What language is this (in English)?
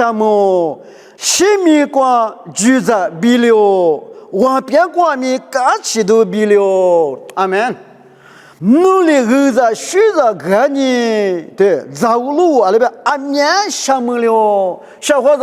Lisu